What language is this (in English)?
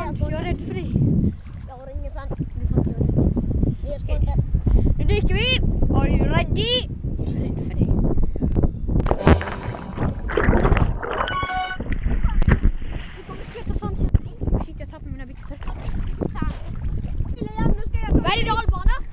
Swedish